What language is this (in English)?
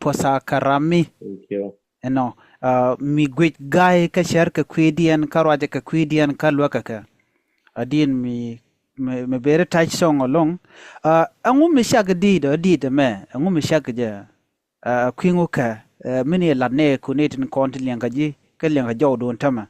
Nuer